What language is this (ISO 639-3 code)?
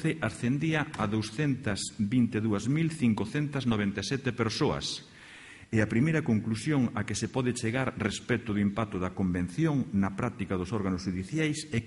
glg